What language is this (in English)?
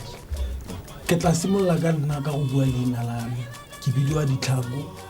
Tswana